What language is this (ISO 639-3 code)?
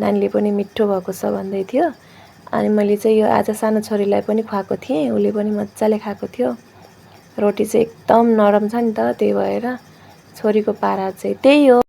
nep